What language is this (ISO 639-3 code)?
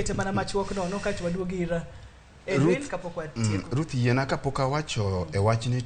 luo